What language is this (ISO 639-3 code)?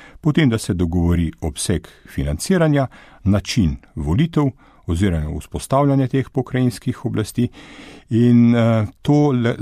slv